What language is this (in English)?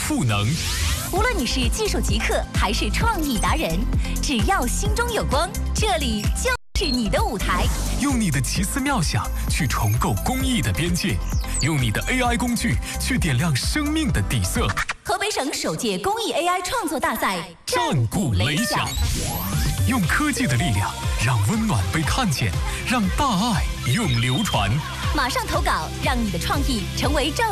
Chinese